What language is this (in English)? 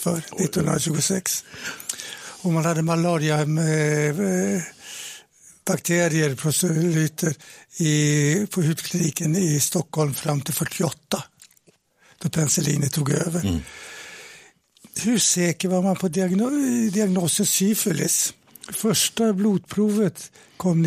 Swedish